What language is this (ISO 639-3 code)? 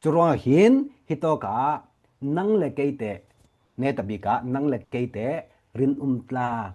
cfm